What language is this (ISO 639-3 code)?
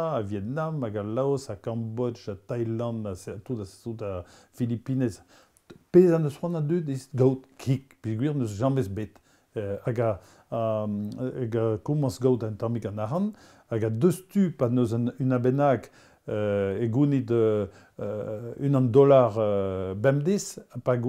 bre